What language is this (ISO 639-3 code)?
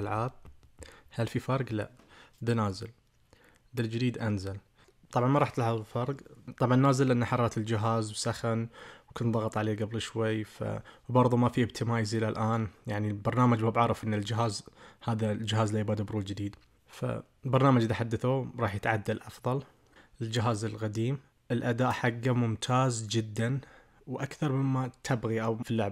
ars